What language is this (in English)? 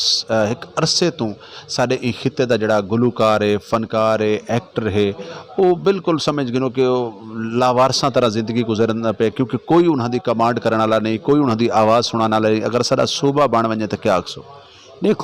Saraiki